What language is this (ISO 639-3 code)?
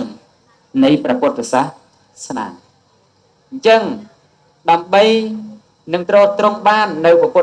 khm